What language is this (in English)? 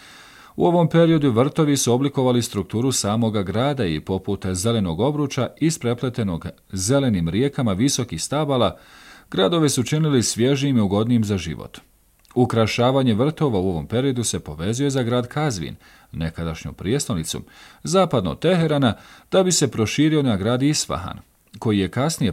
Bosnian